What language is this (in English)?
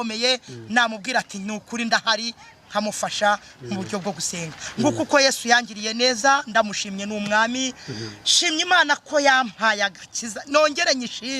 Kinyarwanda